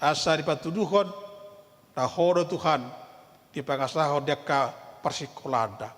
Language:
Batak Toba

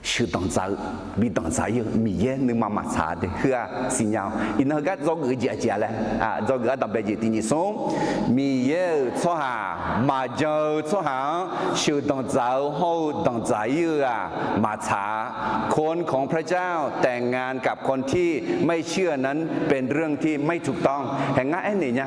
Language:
Akha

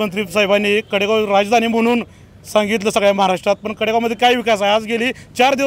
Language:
Marathi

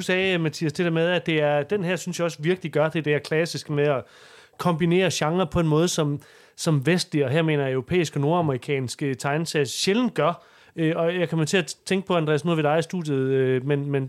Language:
Danish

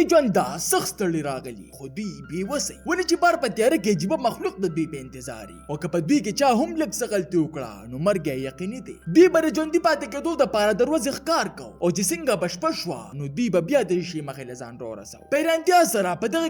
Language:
Pashto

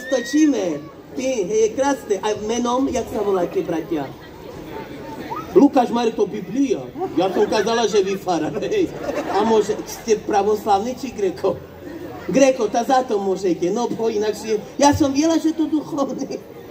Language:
Slovak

